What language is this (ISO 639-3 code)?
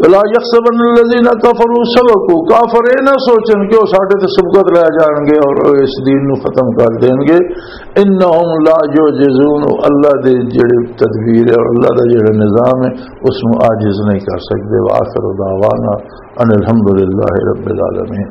lah